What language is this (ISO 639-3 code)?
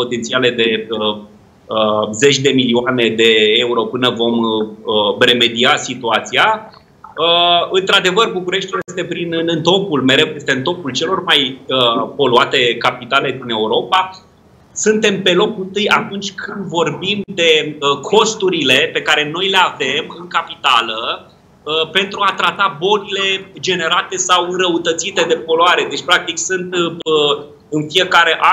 ron